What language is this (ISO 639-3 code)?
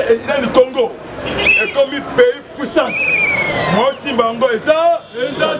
lin